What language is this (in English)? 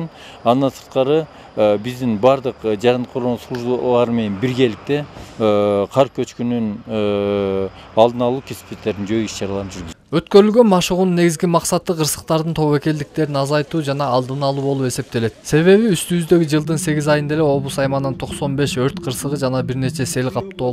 Kyrgyz